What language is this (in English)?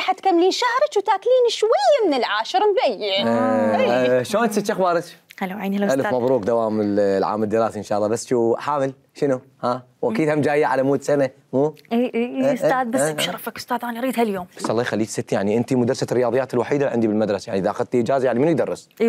Mesopotamian Arabic